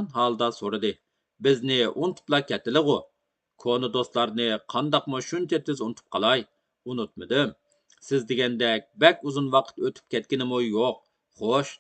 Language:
Uyghur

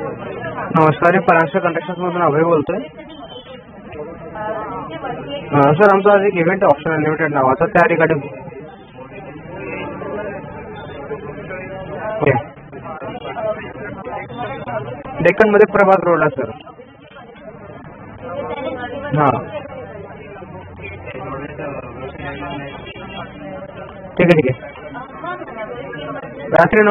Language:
Marathi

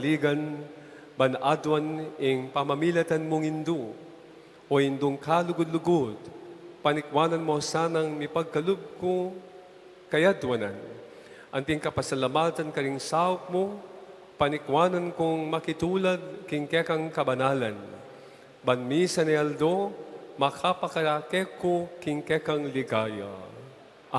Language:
Pampanga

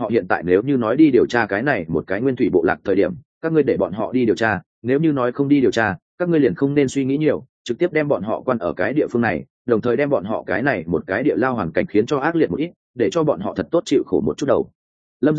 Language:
Vietnamese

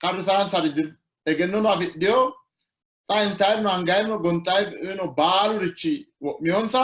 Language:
Sidamo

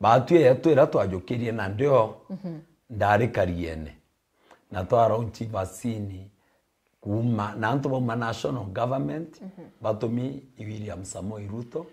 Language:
Meru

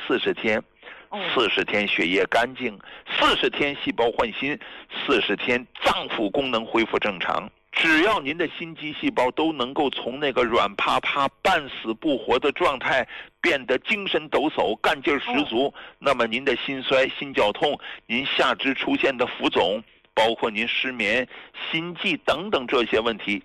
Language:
Chinese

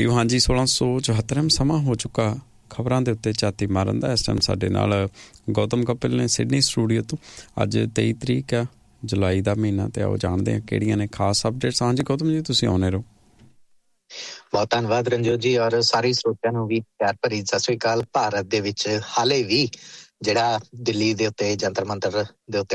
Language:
Punjabi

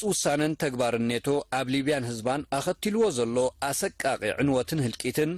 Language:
Tigrinya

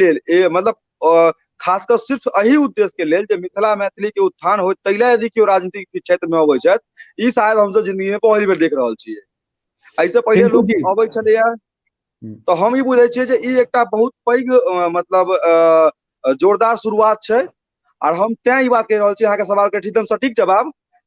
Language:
Maithili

